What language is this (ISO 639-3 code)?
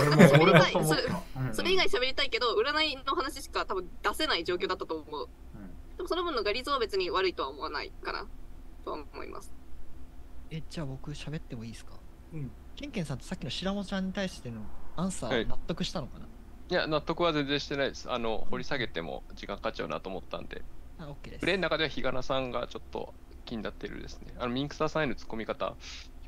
jpn